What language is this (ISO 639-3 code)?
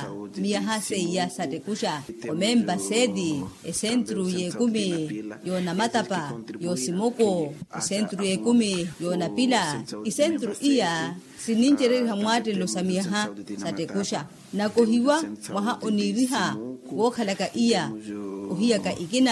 vmw